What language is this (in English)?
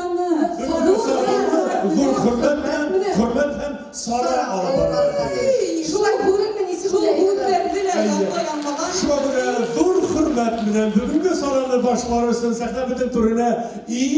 Bashkir